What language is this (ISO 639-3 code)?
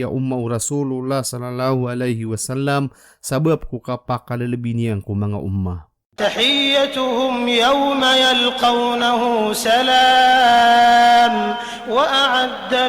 mrw